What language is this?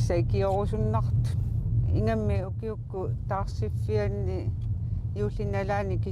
Kalaallisut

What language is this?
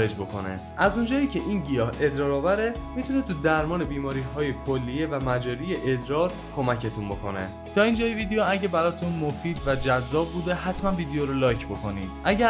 Persian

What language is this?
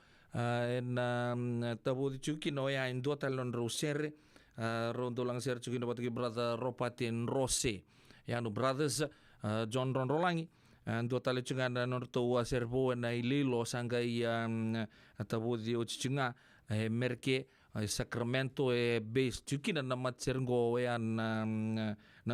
Fijian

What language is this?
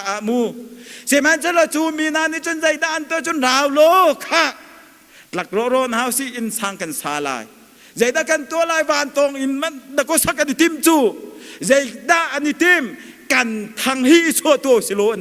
Hakha Chin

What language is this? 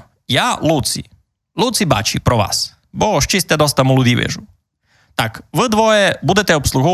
Rusyn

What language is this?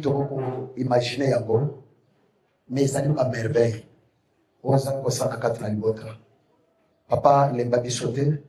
Lingala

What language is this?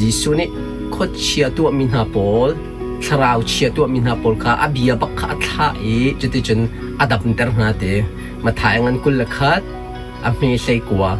Hakha Chin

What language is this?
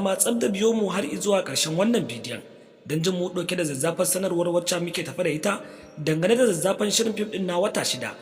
Hausa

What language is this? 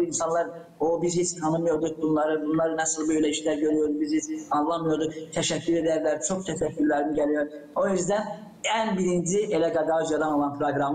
Gagauz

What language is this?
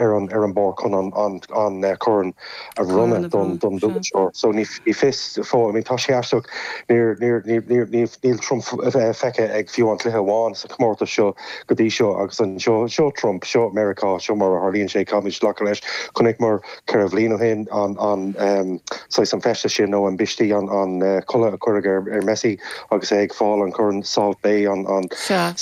Irish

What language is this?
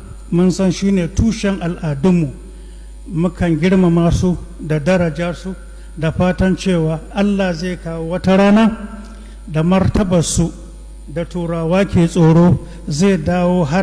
Hausa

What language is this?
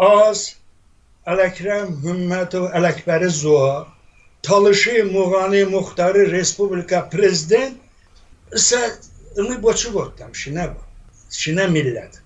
Talysh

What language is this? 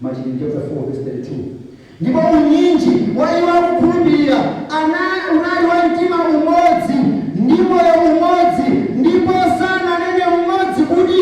Nyanja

